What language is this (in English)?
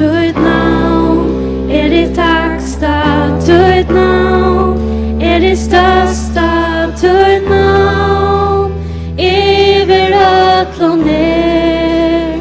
Faroese